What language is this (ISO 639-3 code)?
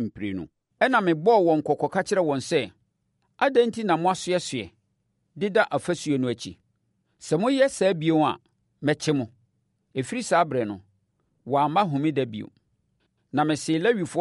aka